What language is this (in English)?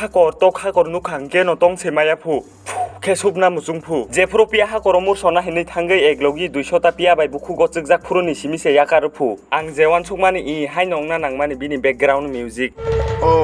Kok Borok